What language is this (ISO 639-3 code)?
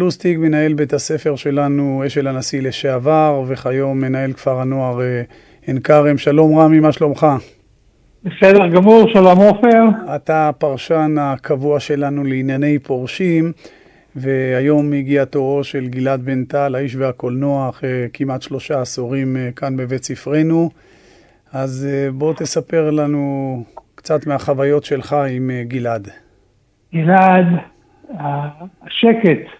heb